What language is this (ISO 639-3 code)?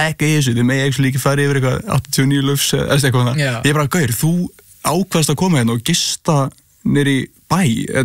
isl